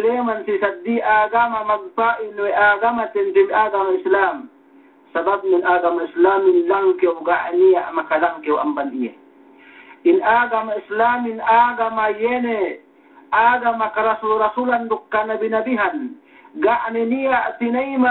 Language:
Yakan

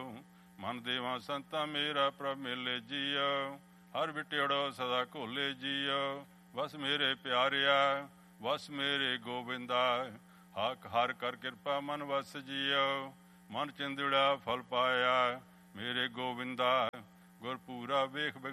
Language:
Punjabi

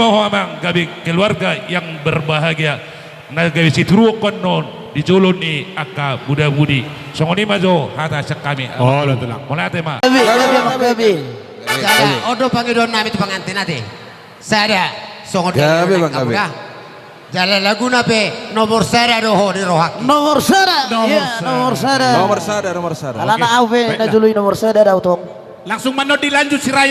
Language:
Batak Toba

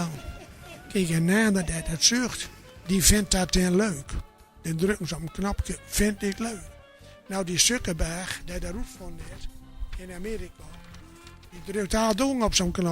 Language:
Gronings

